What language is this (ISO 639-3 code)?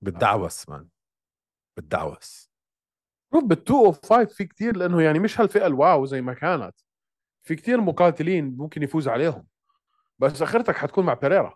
apc